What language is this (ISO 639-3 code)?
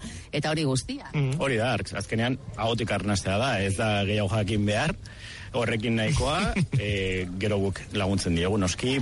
eus